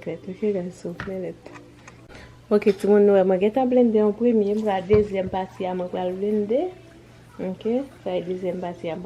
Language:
Haitian Creole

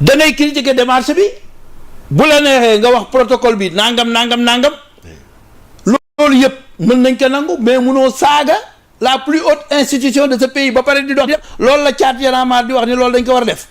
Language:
Wolof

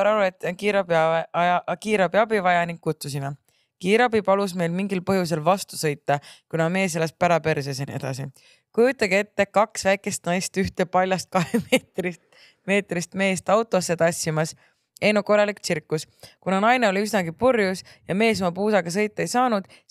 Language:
Estonian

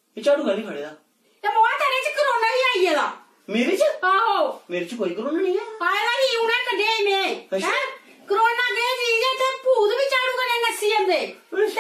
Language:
Dogri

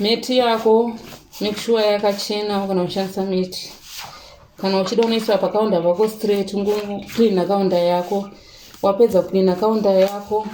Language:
Shona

